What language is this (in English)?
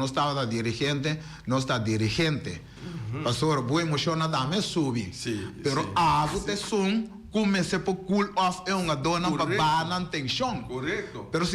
Papiamento